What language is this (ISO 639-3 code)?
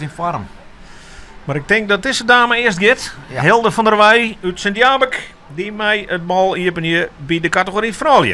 fry